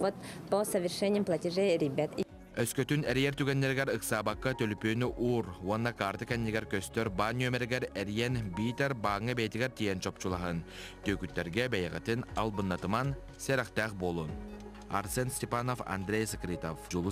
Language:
Yakut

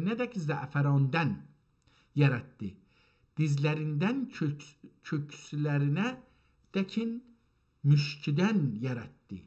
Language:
South Azerbaijani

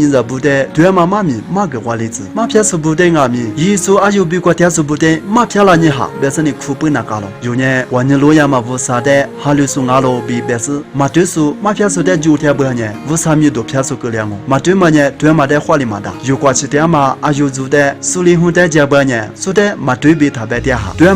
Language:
Lisu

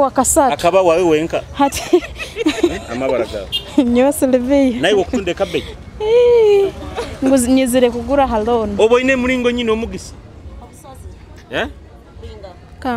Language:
Nyoro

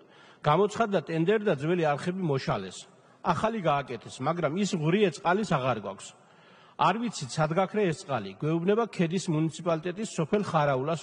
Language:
Georgian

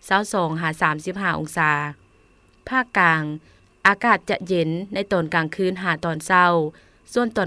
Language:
Lao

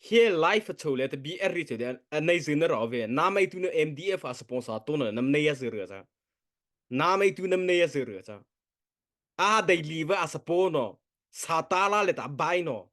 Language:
Mara Chin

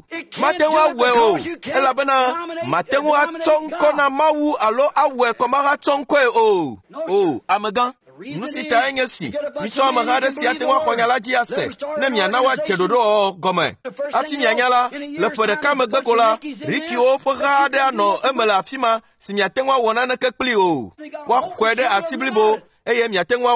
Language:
Ewe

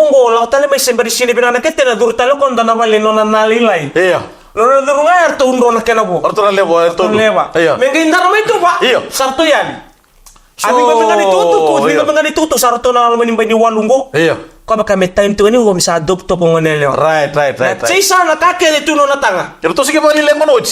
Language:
Fijian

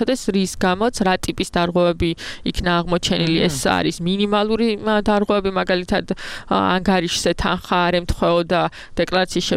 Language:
Georgian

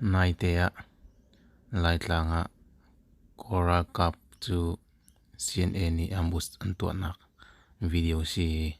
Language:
Hakha Chin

